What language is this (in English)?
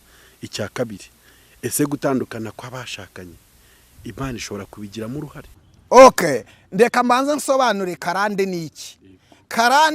Kinyarwanda